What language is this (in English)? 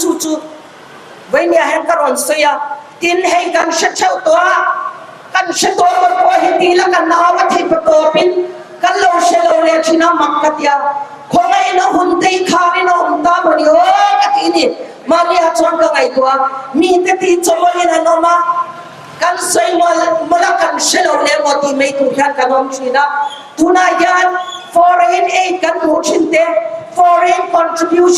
Mizo